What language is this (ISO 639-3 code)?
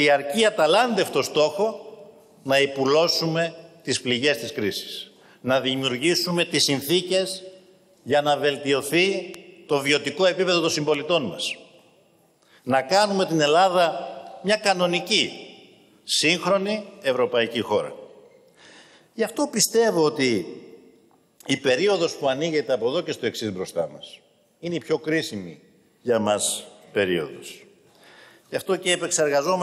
ell